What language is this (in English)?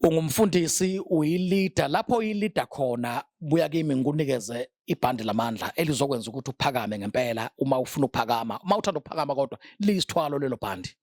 Zulu